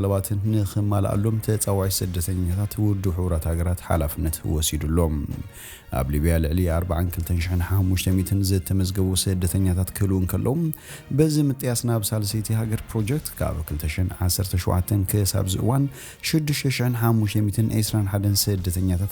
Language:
Tigrinya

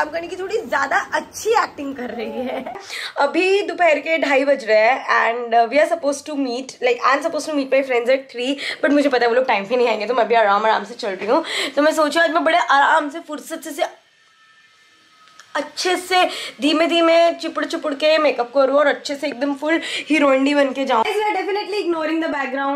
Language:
Hindi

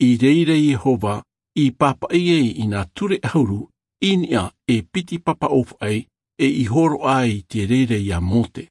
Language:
Tahitian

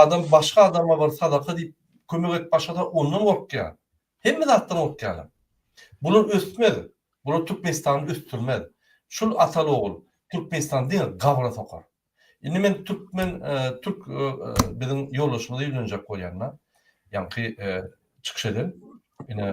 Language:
Turkmen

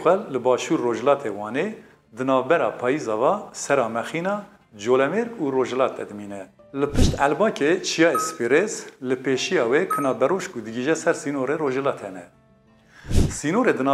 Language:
Kurdish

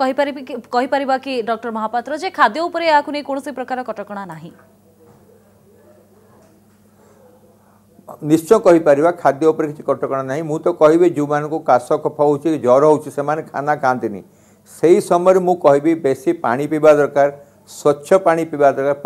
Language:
Odia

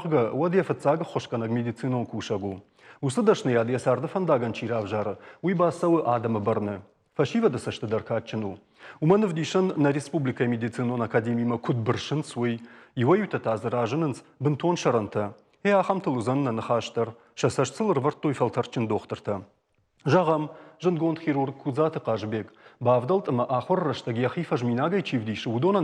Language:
Ossetic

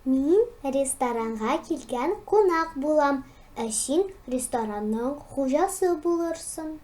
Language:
Tatar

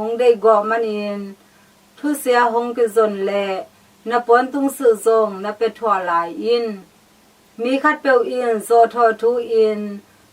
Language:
Tedim Chin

